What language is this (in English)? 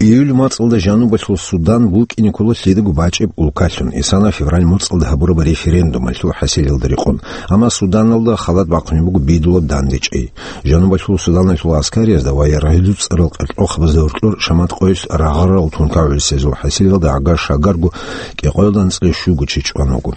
Avaric